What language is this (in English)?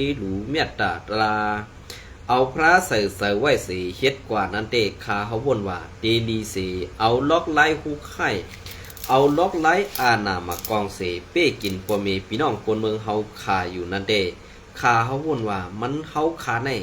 Shan